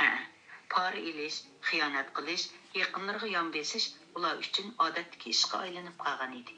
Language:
Uyghur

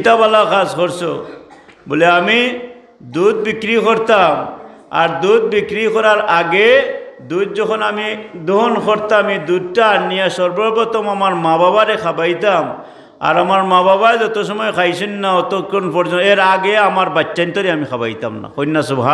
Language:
Sylheti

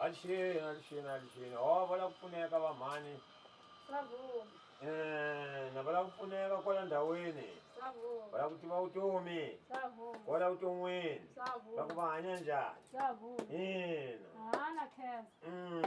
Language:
Tsonga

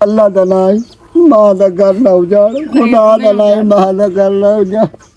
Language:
Western Panjabi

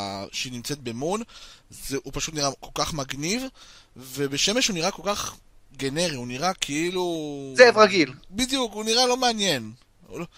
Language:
Hebrew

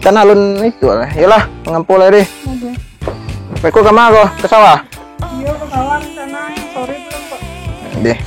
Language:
Minangkabau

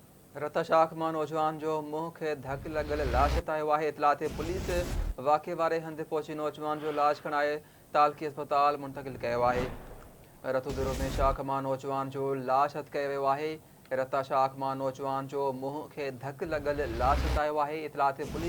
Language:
Sindhi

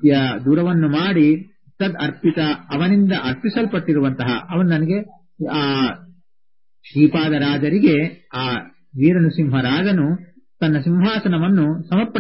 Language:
Kannada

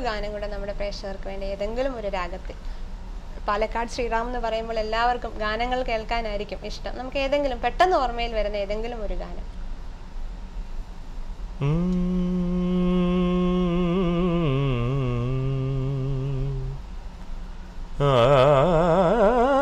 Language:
Malayalam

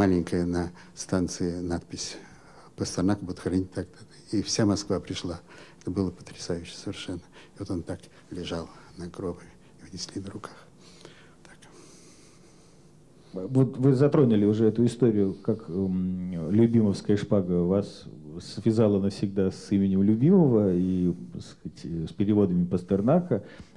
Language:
Russian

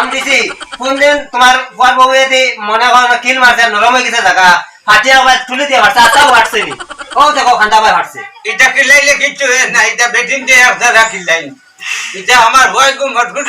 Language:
Sylheti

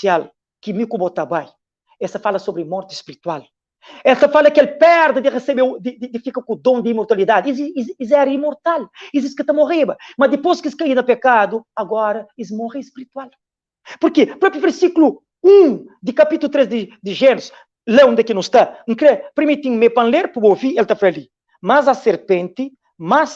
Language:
Kabuverdianu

